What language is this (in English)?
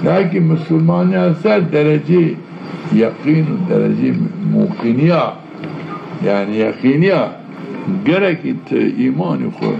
Zaza